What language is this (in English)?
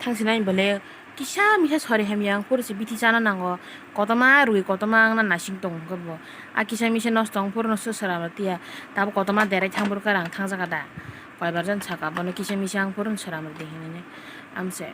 Kok Borok